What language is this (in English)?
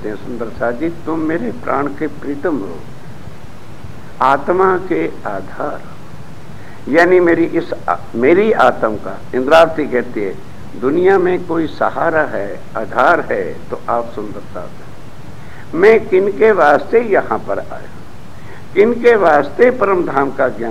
Hindi